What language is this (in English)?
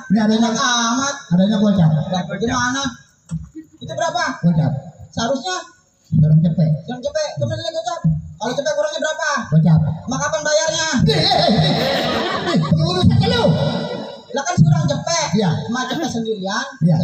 Betawi